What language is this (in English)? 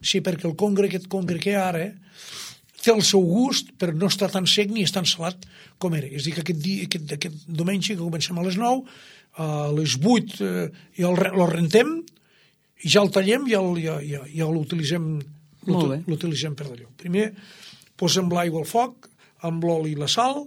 Catalan